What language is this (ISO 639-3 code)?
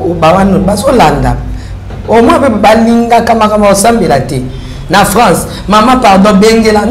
lin